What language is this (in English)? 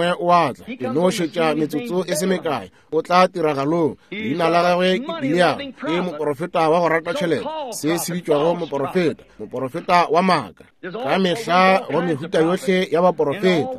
Northern Sotho